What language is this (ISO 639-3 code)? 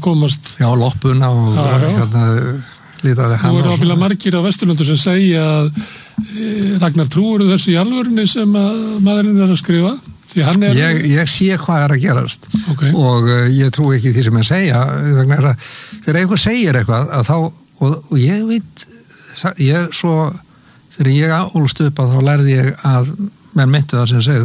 isl